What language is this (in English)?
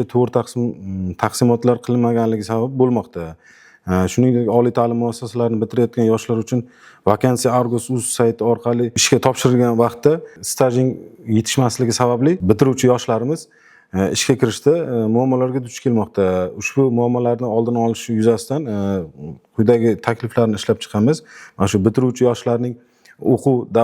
Uzbek